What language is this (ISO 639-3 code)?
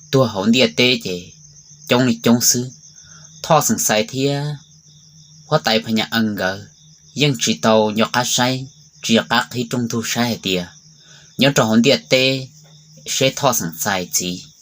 hmn